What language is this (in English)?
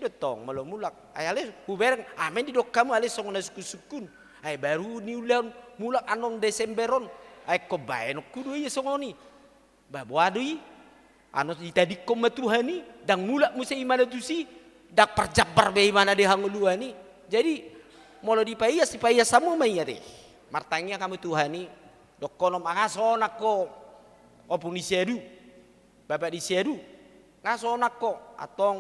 Batak Toba